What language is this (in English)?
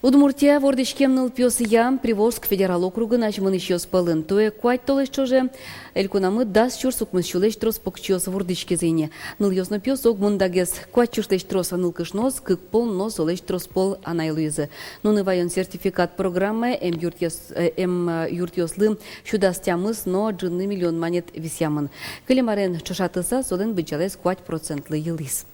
Udmurt